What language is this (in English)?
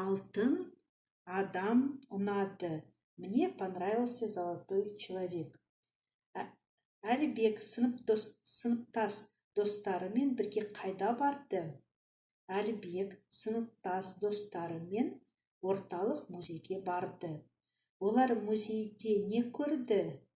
Kazakh